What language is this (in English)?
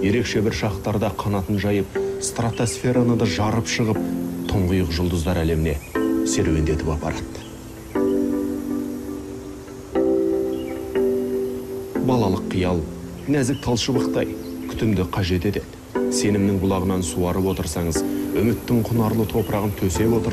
Kazakh